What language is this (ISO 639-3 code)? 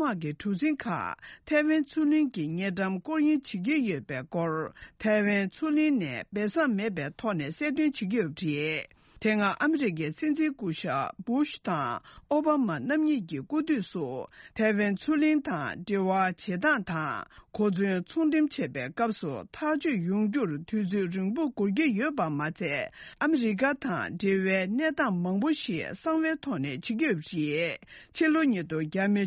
bod